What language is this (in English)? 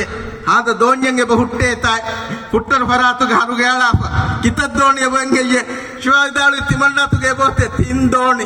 Divehi